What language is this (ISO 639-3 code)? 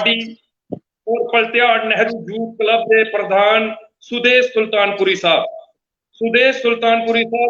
doi